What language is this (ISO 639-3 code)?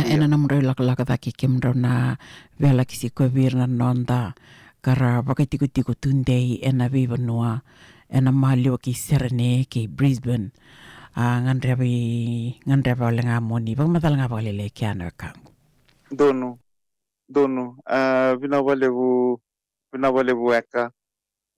fij